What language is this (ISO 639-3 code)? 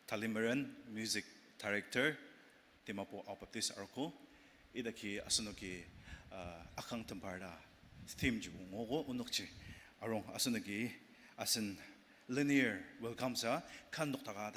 njo